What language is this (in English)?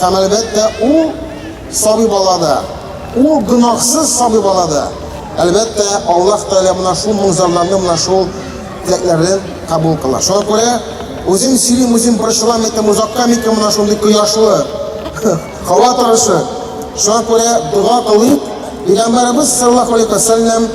Tatar